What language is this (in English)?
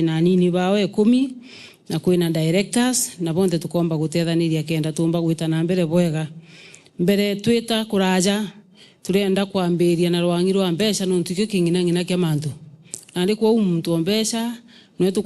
Meru